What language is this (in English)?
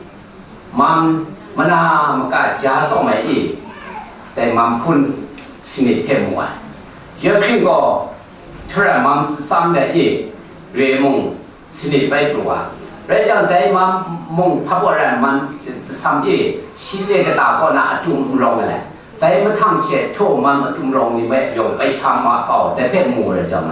Kachin